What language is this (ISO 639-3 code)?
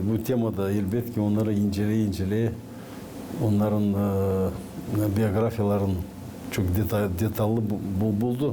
gag